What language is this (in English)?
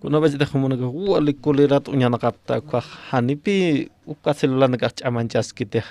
Aymara